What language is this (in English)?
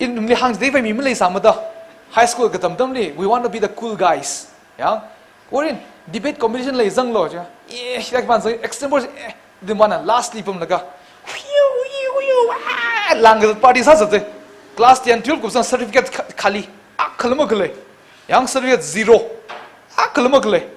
Tangkhul Naga (India)